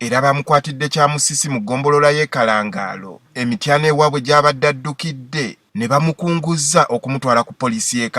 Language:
Ganda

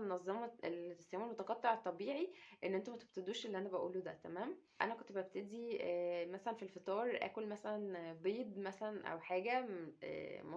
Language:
Egyptian Arabic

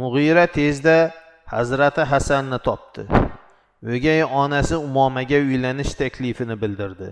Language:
Uzbek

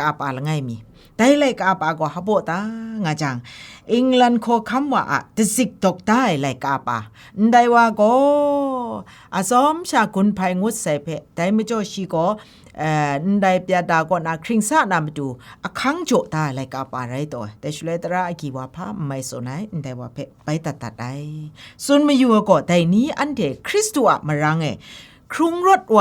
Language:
Kachin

